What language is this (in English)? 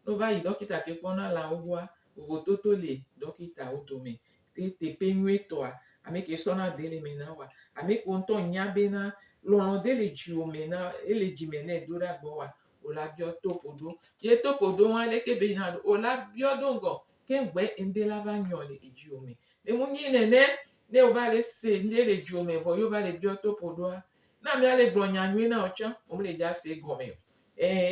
Gen